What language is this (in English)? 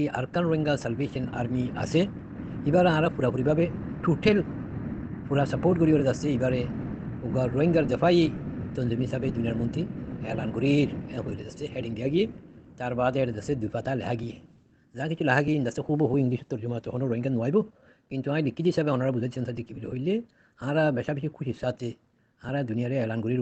Rohingya